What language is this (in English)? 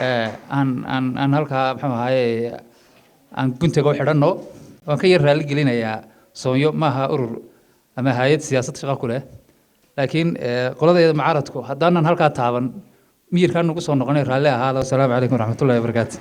Somali